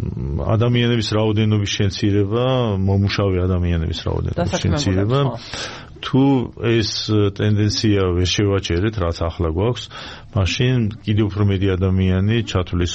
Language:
Georgian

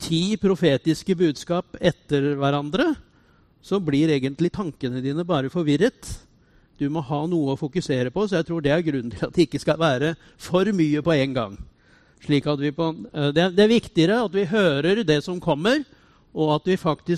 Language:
Norwegian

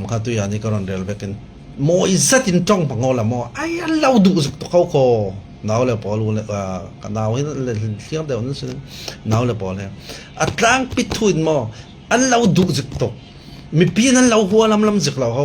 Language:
Falam Chin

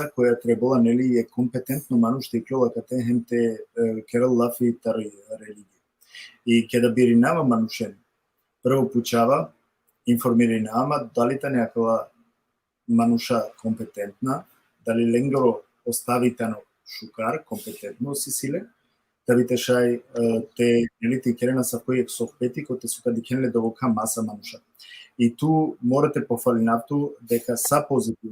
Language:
Balkan Romani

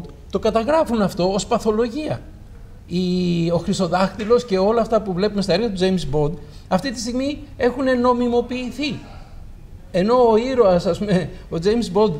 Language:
Greek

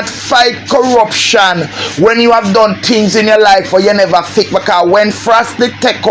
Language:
Jamaican Creole English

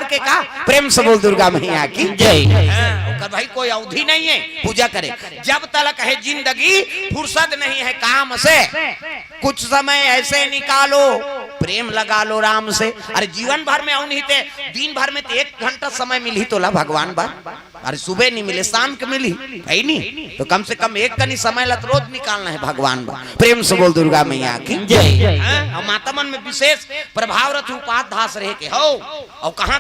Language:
Chhattisgarhi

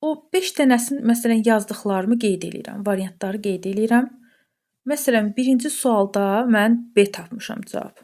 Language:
Azerbaijani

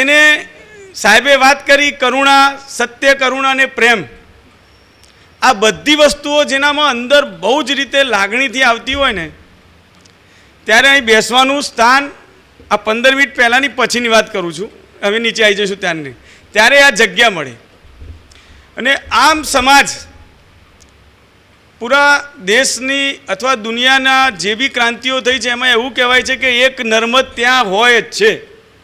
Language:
Gujarati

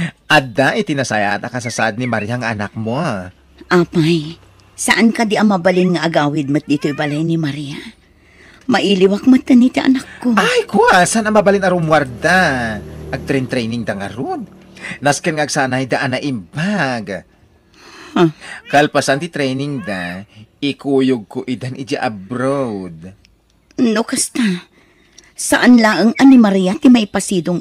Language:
Iloko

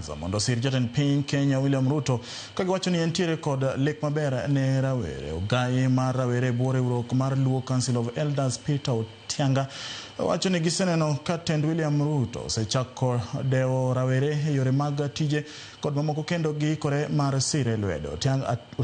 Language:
Luo (Kenya and Tanzania)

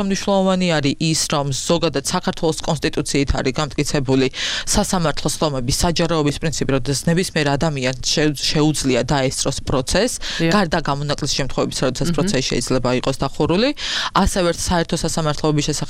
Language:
Georgian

